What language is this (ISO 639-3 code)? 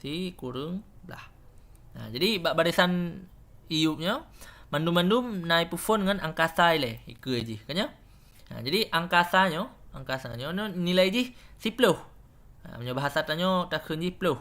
ace